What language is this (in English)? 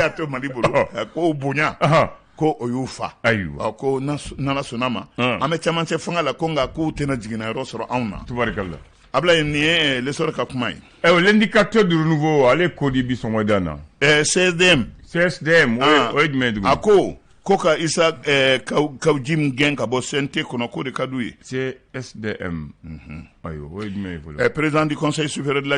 Bambara